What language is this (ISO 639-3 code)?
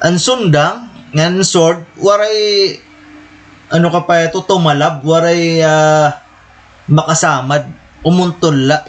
war